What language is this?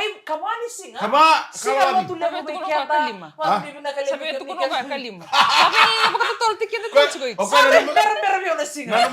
Fijian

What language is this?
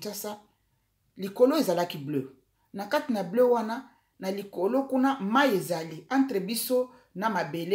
Lingala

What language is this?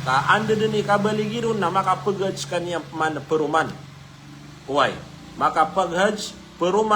Maranao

